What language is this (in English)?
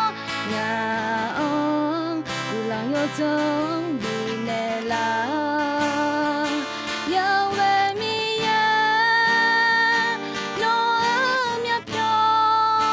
Akha